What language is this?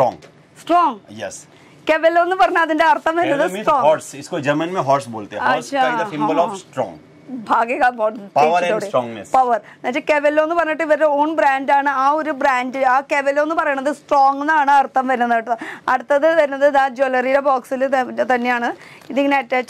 Malayalam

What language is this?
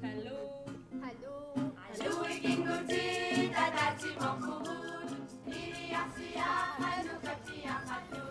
Kalaallisut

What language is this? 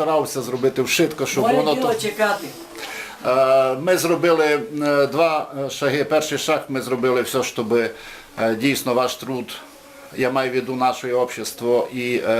Rusyn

